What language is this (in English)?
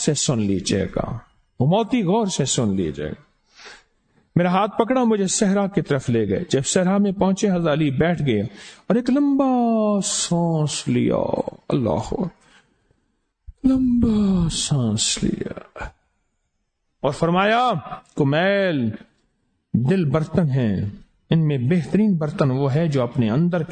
Urdu